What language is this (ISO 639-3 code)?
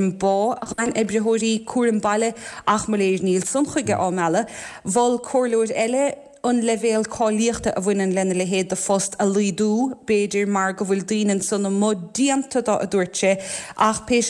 gle